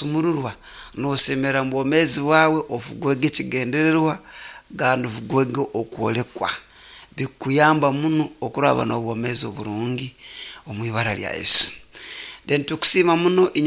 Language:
Nyoro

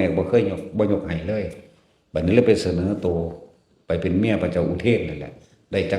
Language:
Northeastern Thai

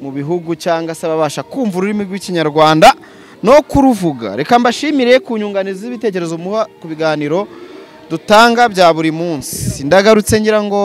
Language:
Kinyarwanda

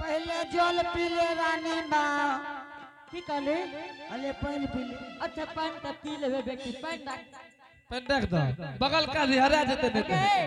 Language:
Angika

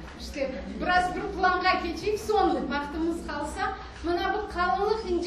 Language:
Crimean Tatar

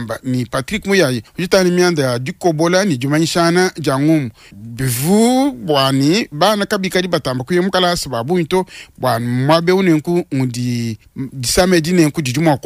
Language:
Luba-Lulua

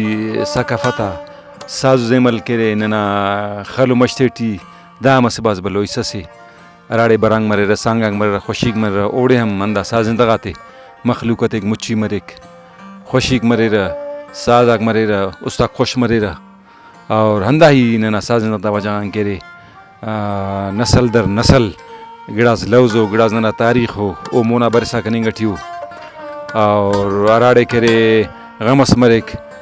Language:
Brahui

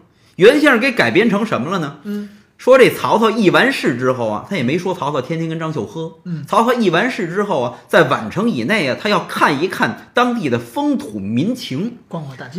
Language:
Chinese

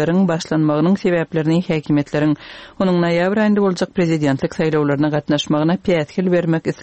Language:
Turkmen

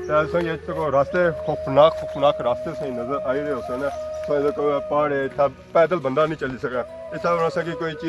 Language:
Pahari-Potwari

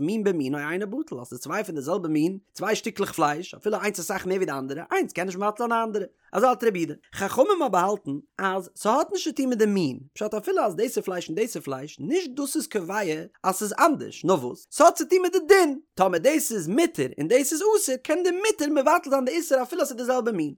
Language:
Yiddish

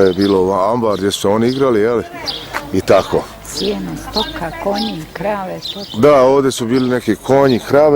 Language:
Bosnian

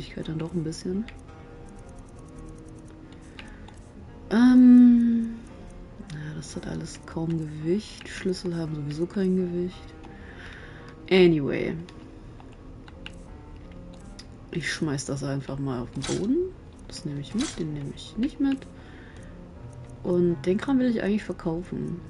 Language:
German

